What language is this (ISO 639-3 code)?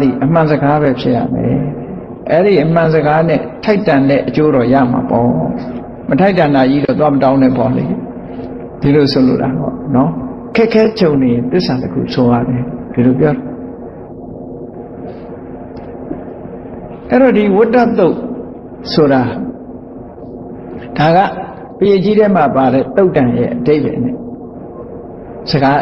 mya